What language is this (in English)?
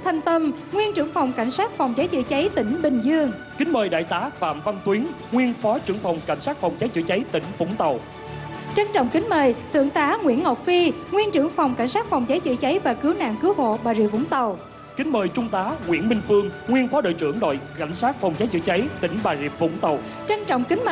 Vietnamese